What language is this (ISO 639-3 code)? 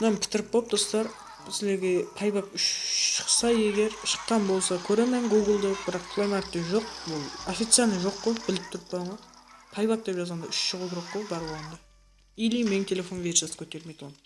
kaa